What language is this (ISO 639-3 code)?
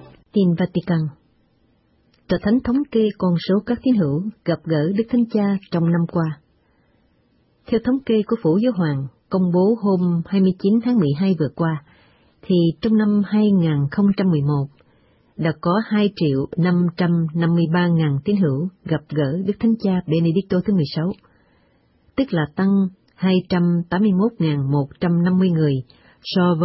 vie